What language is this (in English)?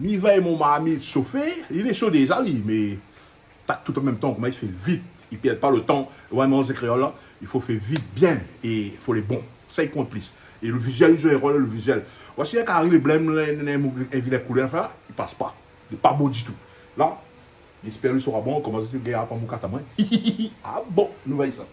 Réunion Creole French